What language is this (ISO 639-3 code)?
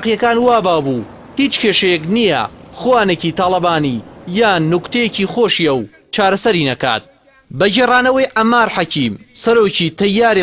ckb